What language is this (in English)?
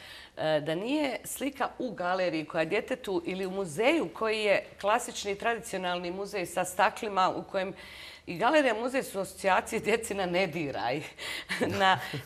Bosnian